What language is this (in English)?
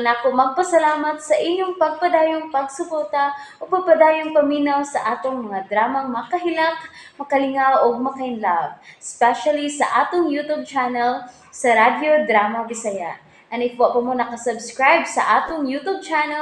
Cebuano